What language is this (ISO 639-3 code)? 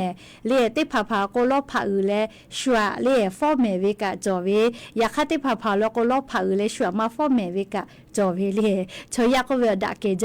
lhu